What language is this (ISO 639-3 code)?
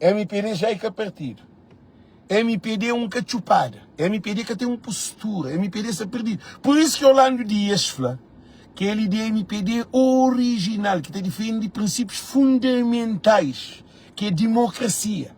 kea